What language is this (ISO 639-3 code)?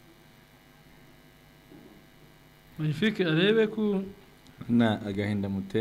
kin